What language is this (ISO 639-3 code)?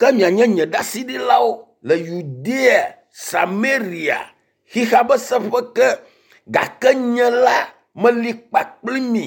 ewe